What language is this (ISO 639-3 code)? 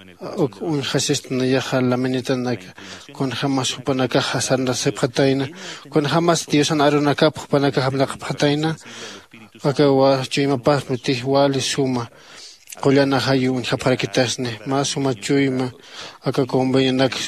aym